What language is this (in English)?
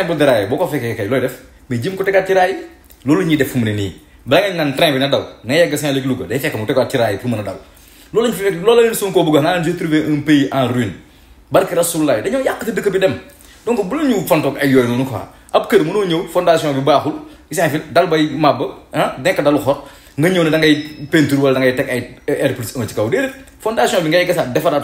Wolof